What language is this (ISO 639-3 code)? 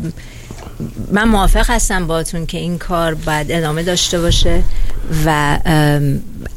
fas